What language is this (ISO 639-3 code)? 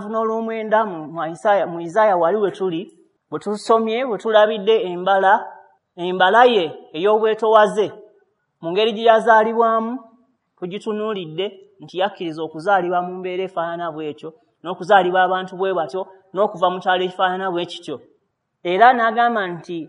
lug